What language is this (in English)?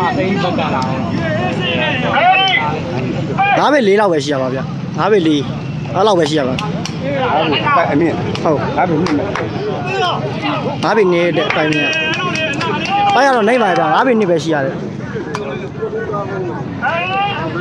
Burmese